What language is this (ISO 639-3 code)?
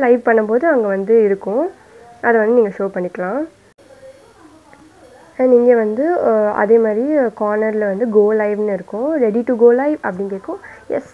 tam